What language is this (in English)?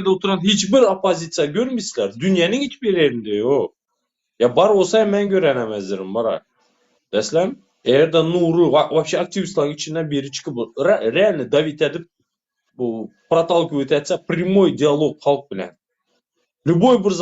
Turkmen